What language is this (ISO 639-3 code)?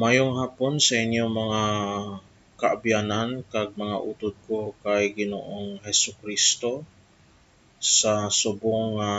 hil